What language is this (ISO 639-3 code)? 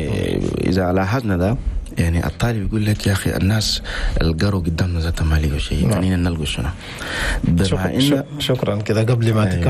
shu